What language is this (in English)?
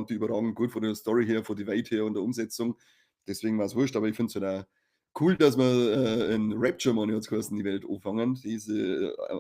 Bavarian